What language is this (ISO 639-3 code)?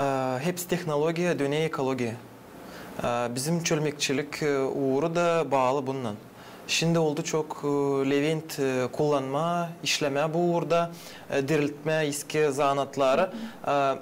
gag